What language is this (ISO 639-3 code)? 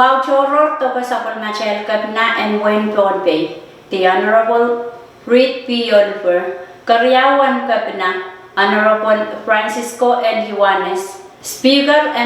pon